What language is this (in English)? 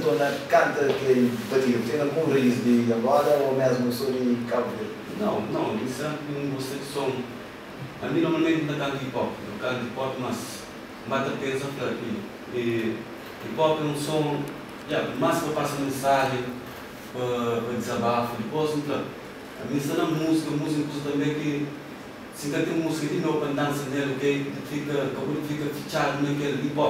Kabuverdianu